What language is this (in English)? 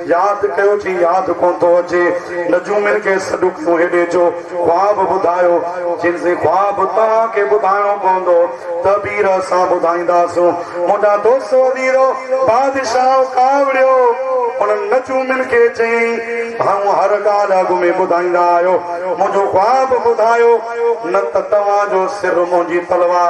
Sindhi